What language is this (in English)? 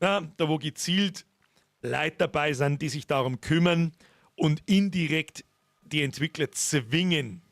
Bavarian